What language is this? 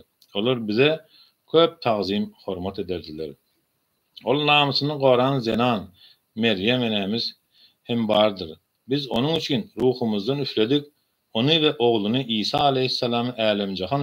Turkmen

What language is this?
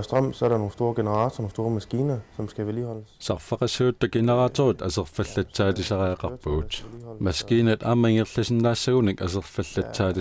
Kalaallisut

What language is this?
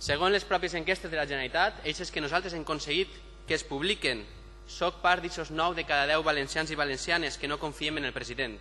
Catalan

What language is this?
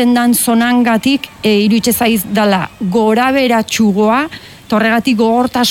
Basque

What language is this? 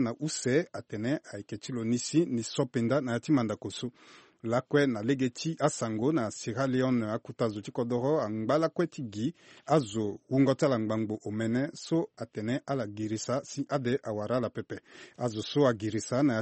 Sango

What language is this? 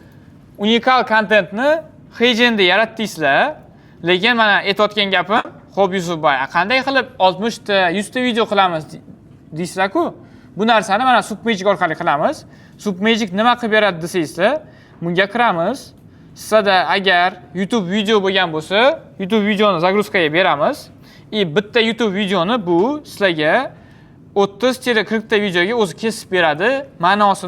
Uzbek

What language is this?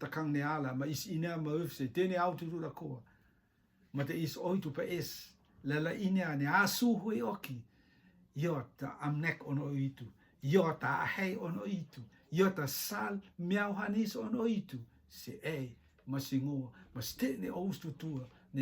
Rotuman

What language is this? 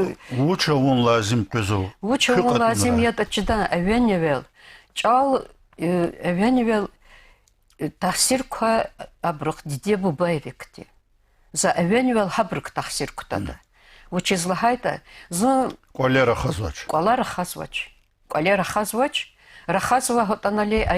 Lezghian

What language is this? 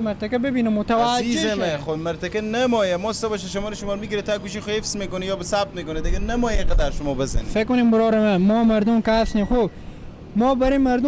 Persian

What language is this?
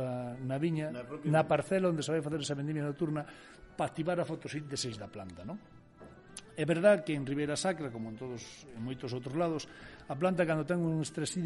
Galician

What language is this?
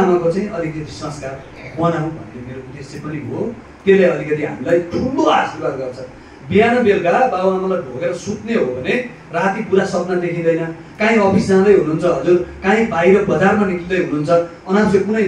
Nepali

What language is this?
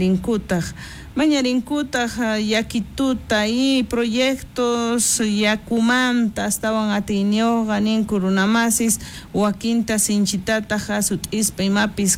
South Bolivian Quechua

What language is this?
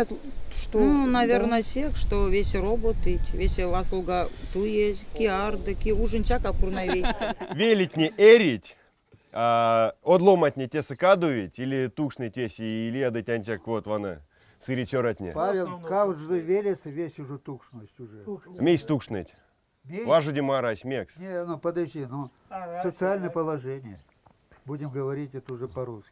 Erzya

